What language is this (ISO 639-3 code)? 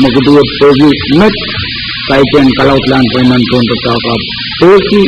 pon